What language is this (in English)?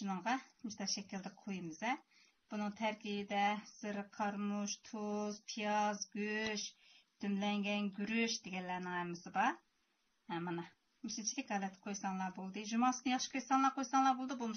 Uyghur